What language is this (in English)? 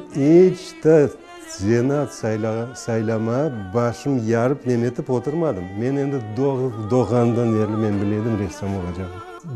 Crimean Tatar